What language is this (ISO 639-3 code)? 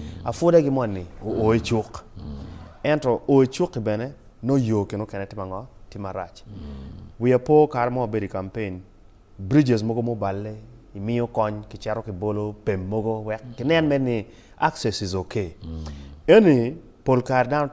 ach